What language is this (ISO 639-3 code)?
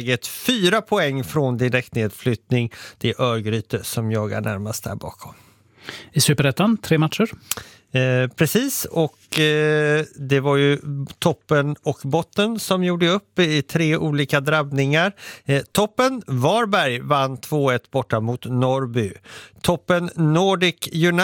swe